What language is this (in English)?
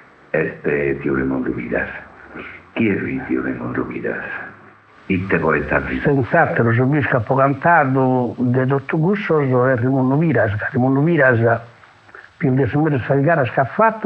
Sardinian